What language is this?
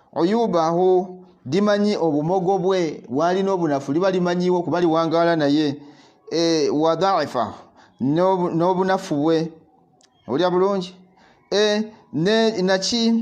Ganda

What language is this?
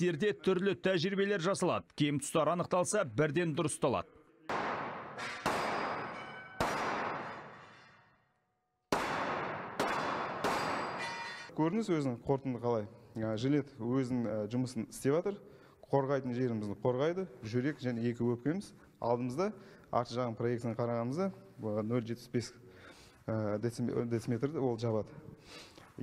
Kazakh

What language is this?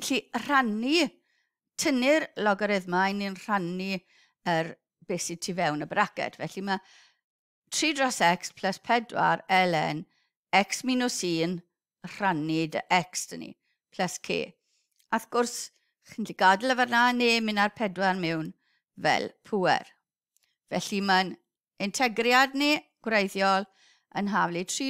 Welsh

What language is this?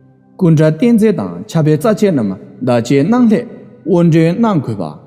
Tibetan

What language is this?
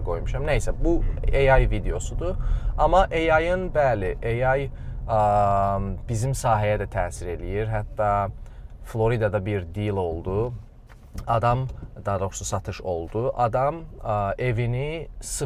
Azerbaijani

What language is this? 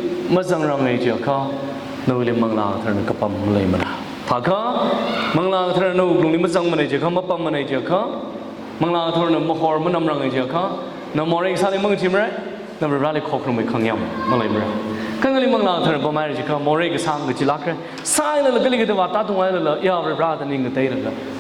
Tangkhul Naga (India)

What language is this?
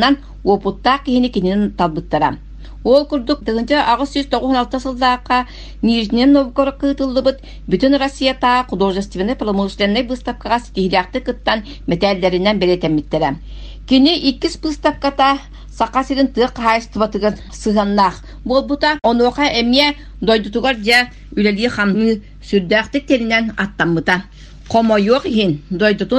Yakut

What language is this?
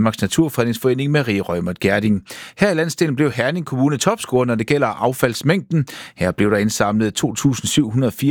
Danish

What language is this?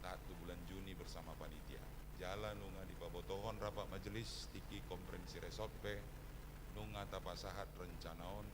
Batak Toba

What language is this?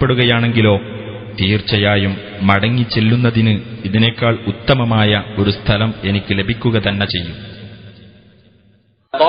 Malayalam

